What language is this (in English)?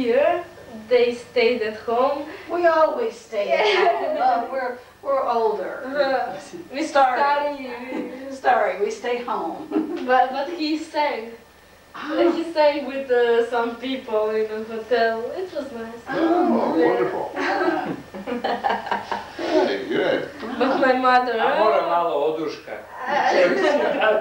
Croatian